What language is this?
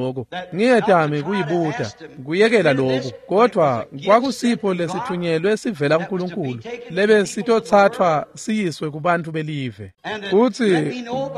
Swati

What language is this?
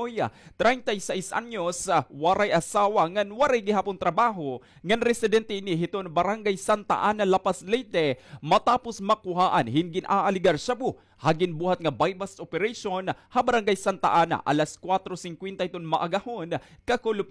Waray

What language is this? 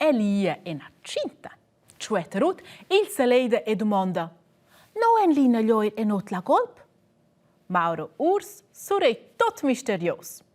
Romansh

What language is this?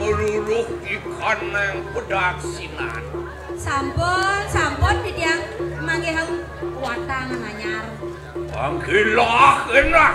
Balinese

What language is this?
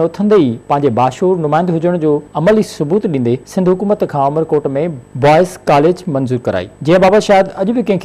Sindhi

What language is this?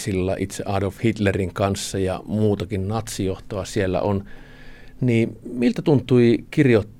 Finnish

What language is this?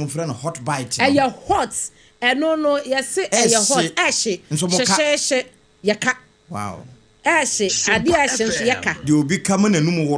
Akan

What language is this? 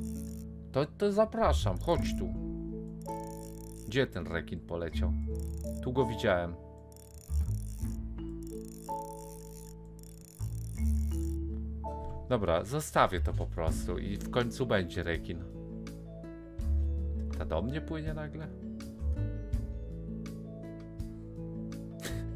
Polish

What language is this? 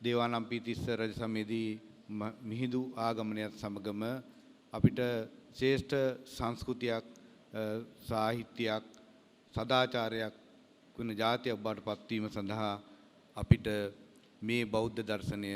Sinhala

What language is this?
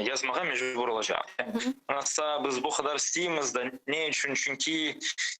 Crimean Tatar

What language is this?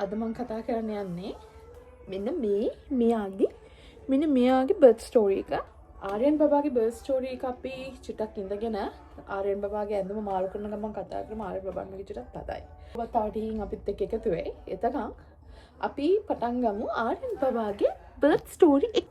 Sinhala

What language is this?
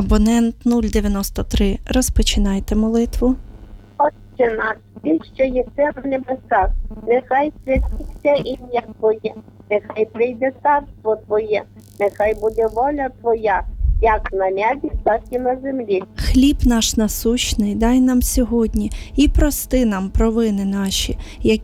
Ukrainian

